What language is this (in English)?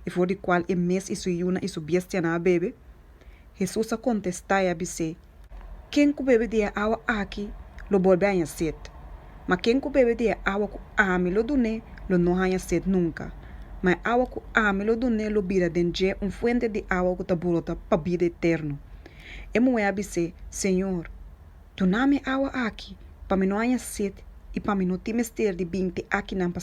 Papiamento